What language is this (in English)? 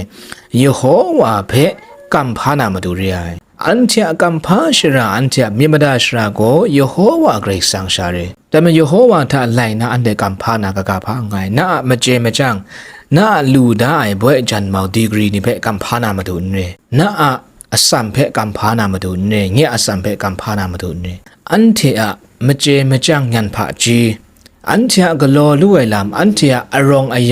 Kachin